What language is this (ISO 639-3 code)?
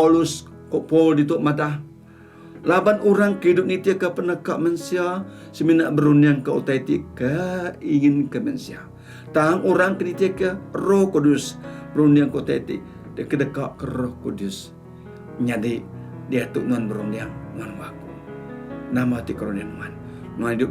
iba